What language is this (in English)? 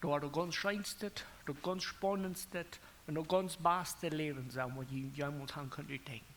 Plautdietsch